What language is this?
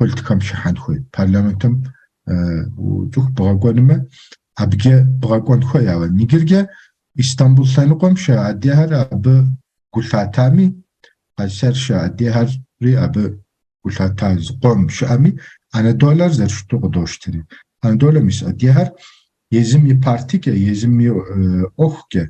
Kabardian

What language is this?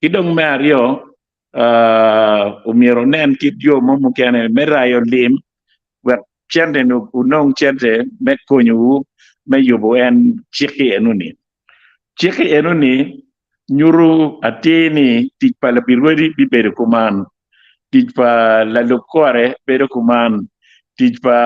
Acoli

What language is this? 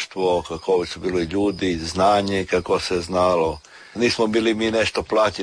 Croatian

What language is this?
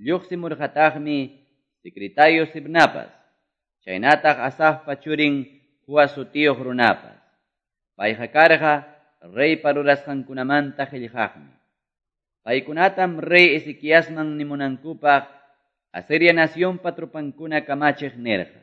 Quechua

